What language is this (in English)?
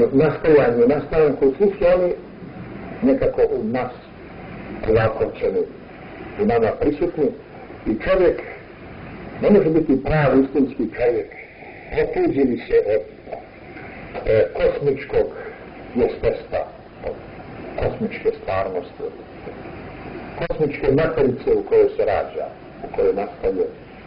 Bosnian